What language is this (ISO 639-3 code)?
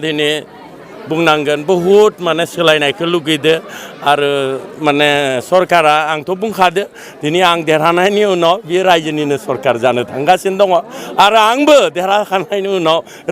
brx